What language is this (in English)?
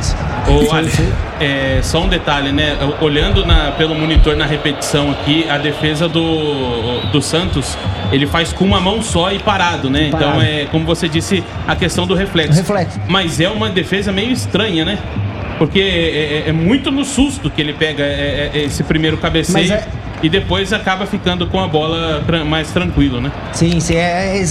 Portuguese